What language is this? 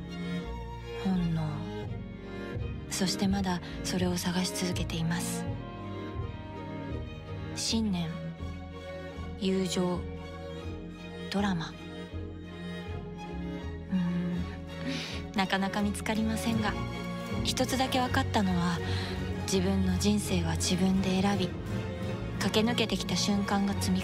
Japanese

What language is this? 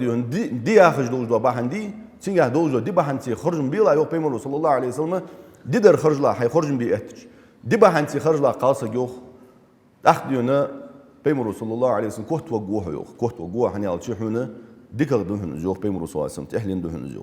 Ingush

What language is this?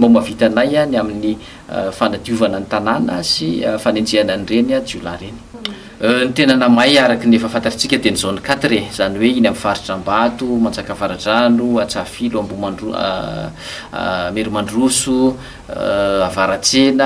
Malagasy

